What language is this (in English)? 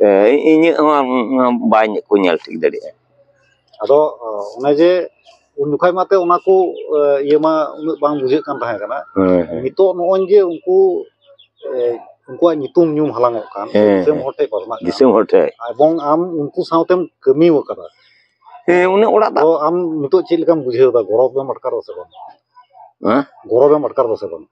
Santali